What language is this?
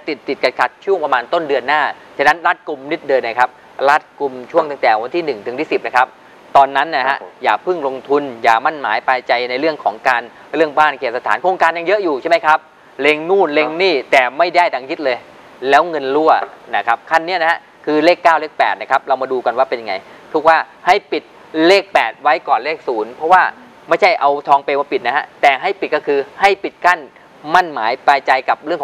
Thai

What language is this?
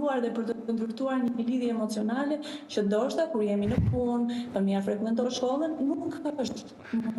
Albanian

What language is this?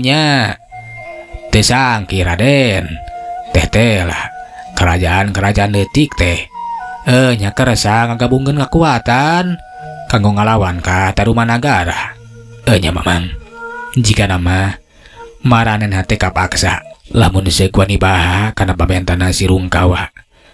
Sundanese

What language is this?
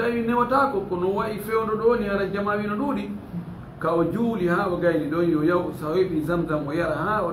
Fula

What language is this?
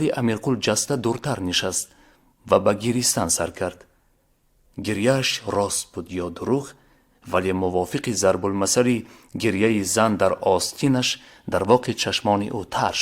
Tajik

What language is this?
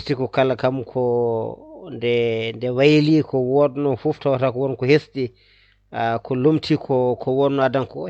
Fula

